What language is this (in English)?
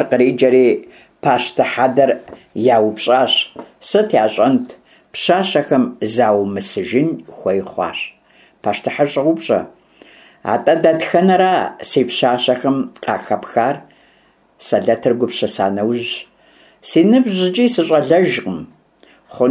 Kabardian